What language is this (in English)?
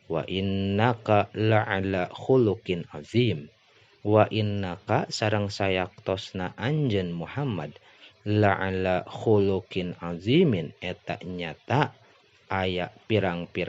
Sundanese